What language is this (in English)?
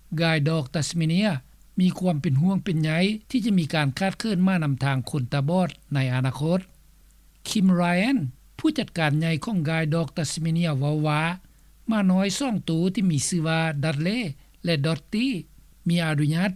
Lao